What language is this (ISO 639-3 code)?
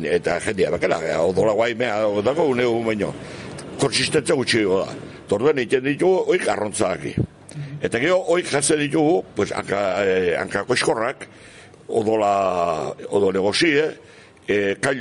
eus